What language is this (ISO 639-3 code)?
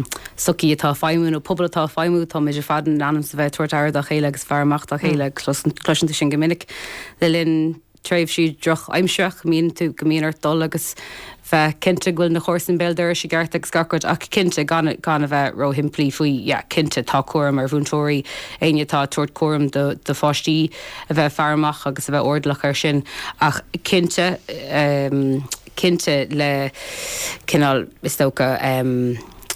gle